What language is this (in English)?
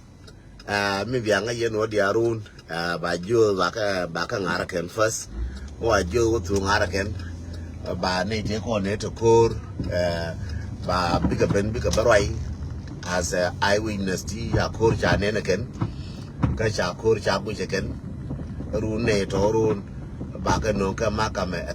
Nuer